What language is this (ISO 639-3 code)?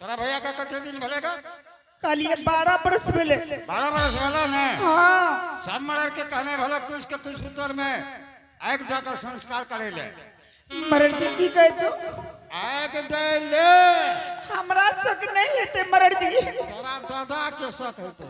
anp